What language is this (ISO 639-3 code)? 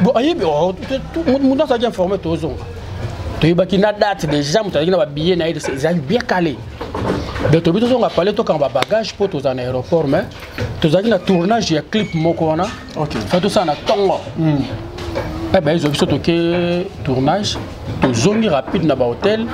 lin